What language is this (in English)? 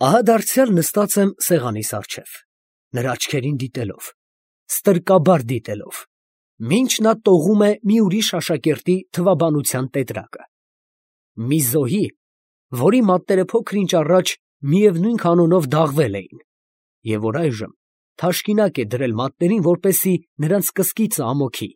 Armenian